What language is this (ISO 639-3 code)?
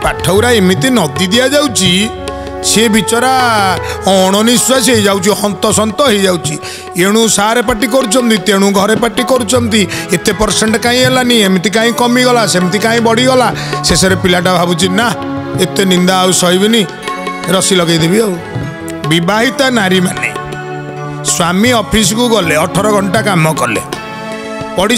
ori